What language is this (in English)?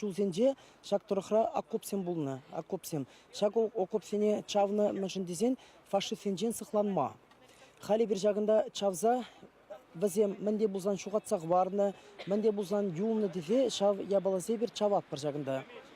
Chuvash